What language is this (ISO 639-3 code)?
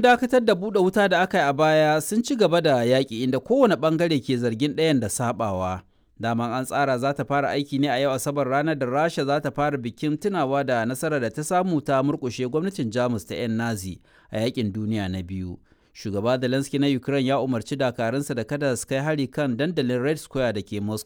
hau